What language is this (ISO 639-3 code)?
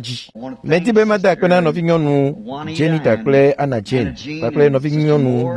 ewe